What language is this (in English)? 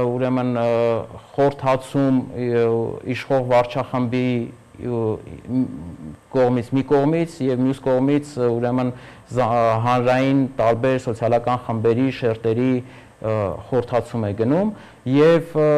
Armenian